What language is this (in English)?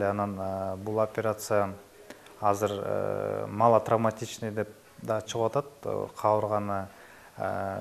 Kyrgyz